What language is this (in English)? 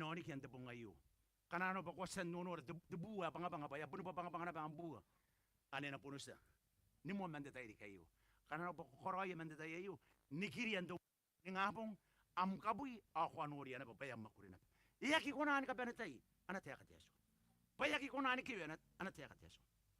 Gilbertese